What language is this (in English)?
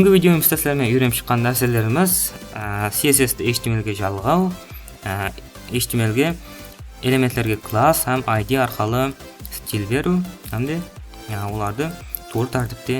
Kara-Kalpak